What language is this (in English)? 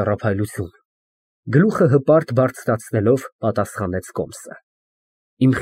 Armenian